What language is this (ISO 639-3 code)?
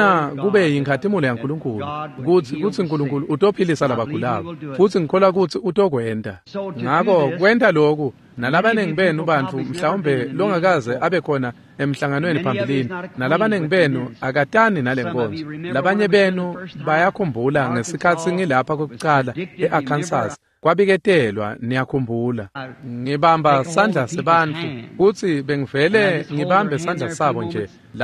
ssw